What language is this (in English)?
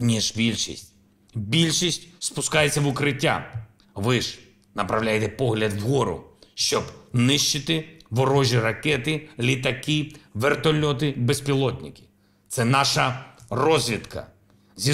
Ukrainian